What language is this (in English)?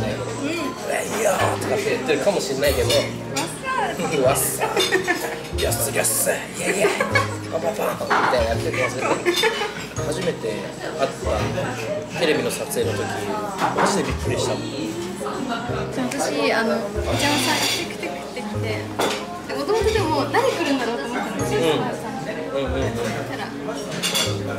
Japanese